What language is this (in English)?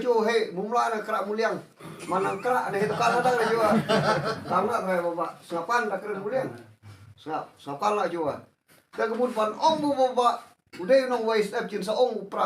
Khasi